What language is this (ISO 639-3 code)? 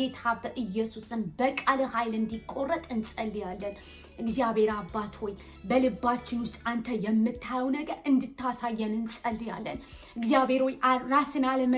amh